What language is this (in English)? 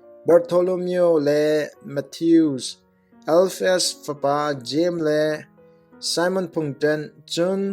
Hakha Chin